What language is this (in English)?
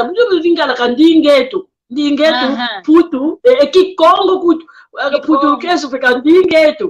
San Salvador Kongo